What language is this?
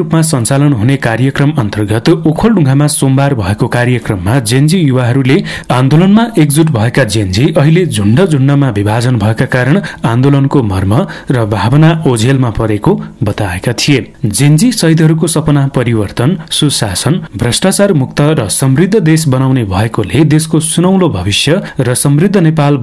Nepali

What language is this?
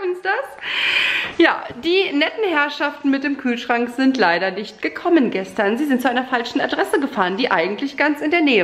German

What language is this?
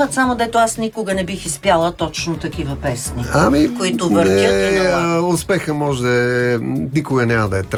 Bulgarian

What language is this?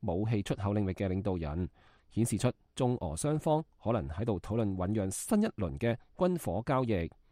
Cantonese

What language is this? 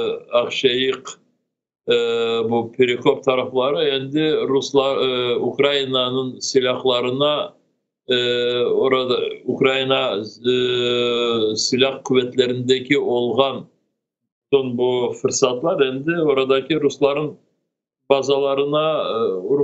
Crimean Tatar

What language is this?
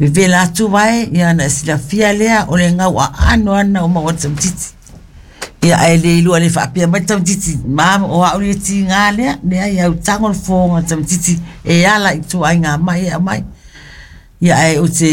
Samoan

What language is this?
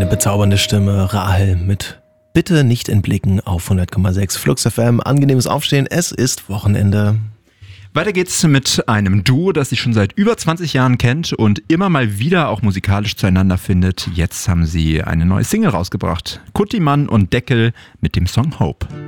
German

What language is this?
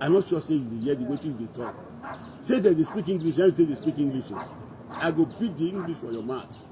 Nigerian Pidgin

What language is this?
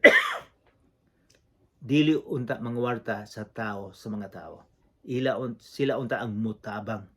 Cebuano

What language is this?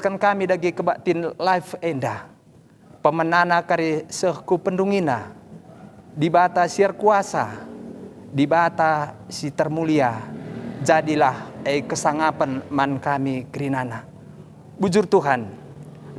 Batak Karo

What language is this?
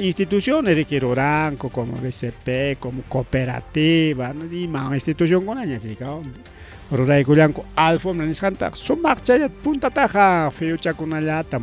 Ayacucho Quechua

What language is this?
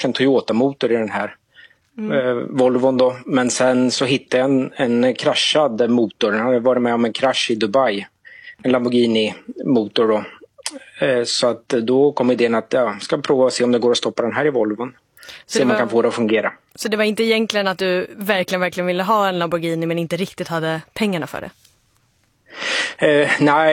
Swedish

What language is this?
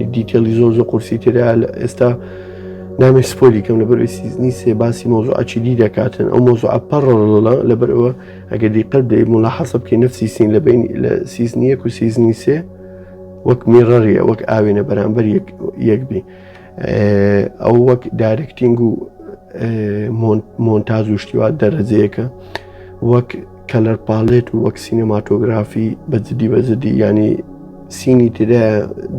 Central Kurdish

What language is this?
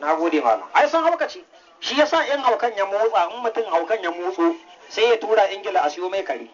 Hausa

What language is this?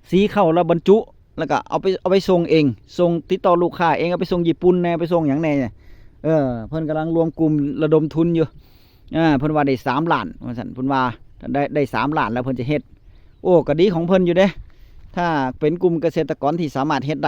Northeastern Thai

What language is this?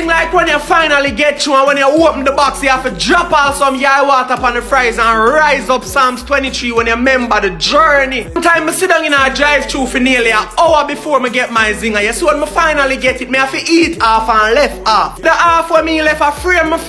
Jamaican Creole English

